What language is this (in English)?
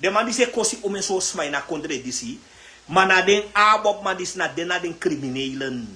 Sranan Tongo